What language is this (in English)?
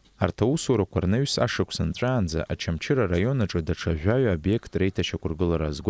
Abkhazian